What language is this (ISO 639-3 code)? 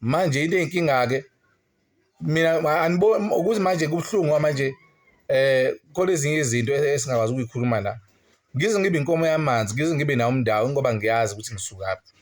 zul